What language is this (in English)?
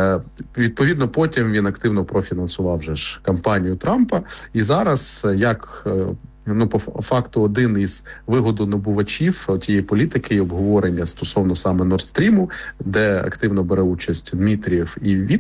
Ukrainian